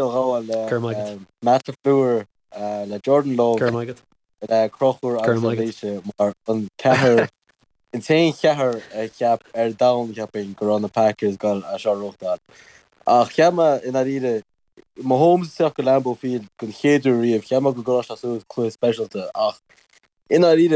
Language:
Irish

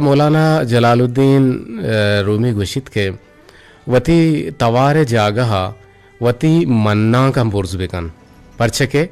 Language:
Eastern Balochi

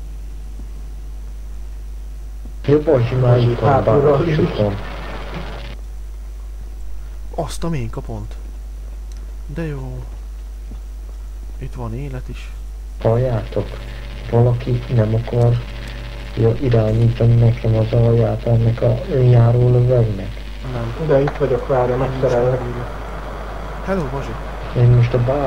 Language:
Hungarian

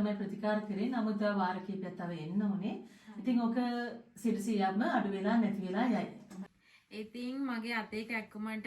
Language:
Sinhala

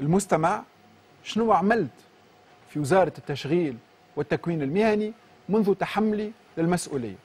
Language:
Tunisian Arabic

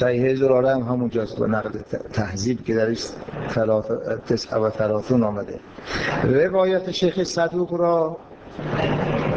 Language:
Persian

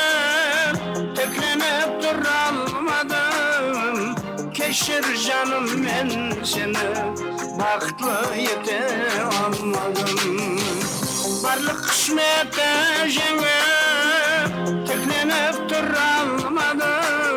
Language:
Kara-Kalpak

